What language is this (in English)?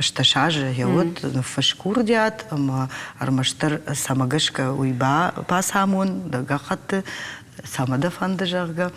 Ossetic